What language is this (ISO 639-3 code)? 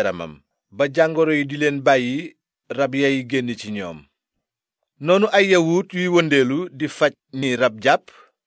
wol